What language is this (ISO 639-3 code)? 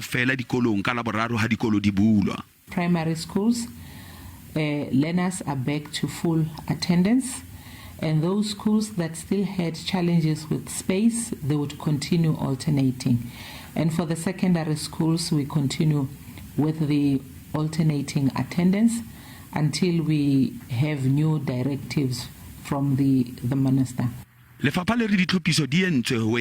sot